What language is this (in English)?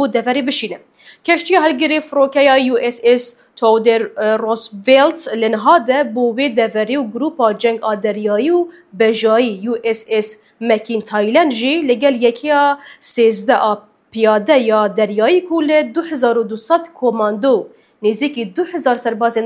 Kurdish